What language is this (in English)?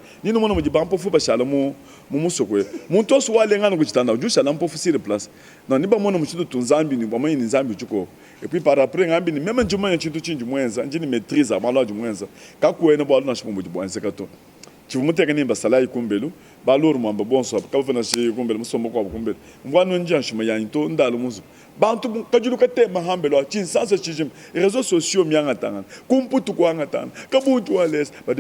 Luba-Lulua